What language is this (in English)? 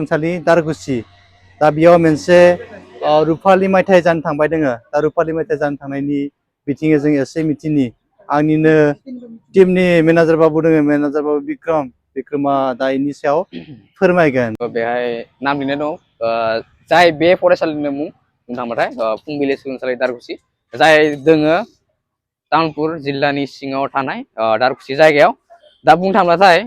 Bodo